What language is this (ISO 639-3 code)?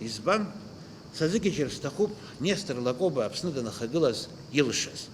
abk